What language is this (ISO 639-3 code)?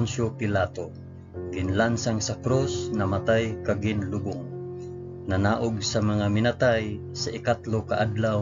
hil